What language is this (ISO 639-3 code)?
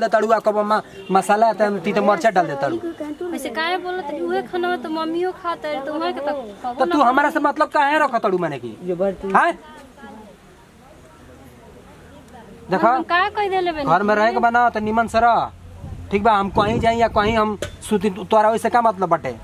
bho